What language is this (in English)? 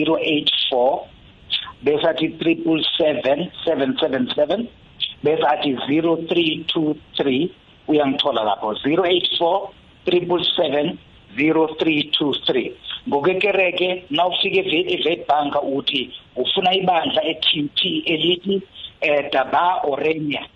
South Ndebele